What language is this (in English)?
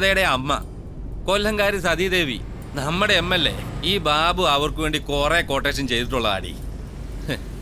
Malayalam